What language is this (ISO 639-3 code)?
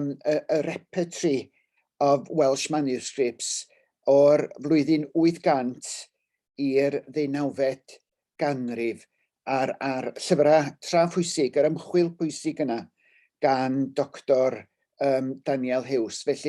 cym